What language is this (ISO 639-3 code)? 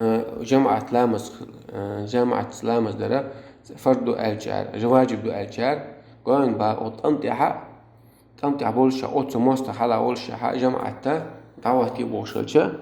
che